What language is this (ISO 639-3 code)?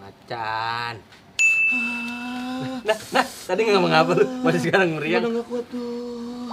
bew